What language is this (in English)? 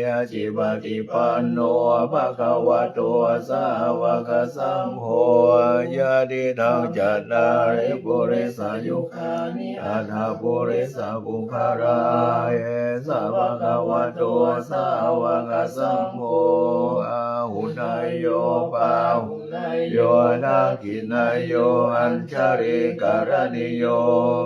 Pali